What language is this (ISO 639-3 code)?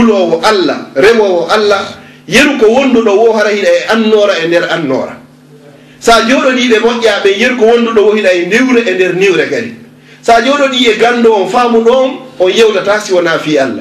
ful